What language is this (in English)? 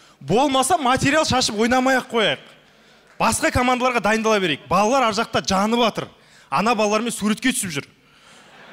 Kazakh